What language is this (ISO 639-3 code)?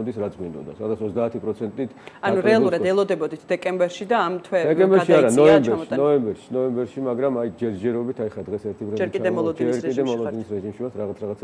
kat